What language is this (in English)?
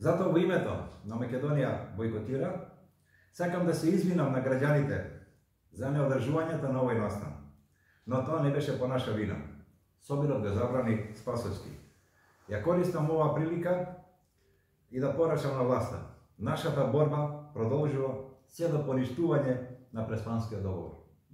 Macedonian